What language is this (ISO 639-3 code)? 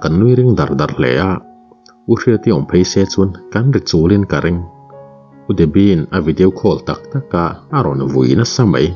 lus